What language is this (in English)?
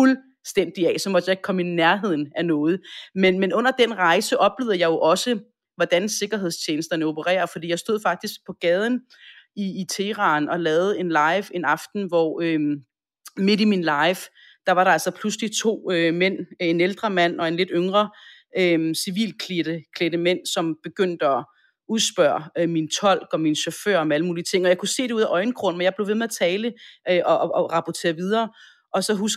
Danish